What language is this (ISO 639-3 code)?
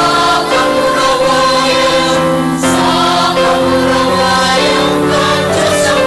bik